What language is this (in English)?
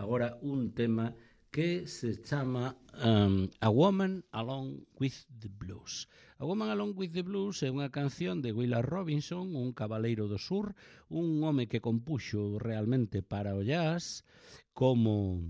Galician